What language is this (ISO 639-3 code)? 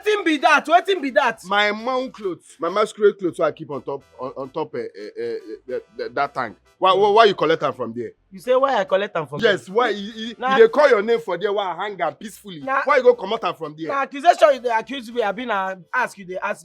pcm